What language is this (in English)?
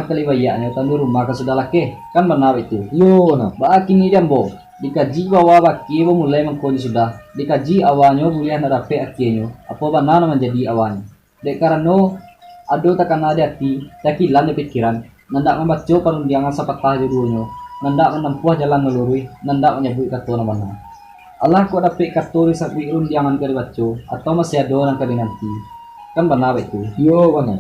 Minangkabau